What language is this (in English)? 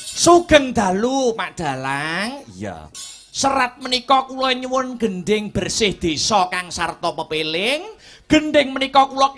Javanese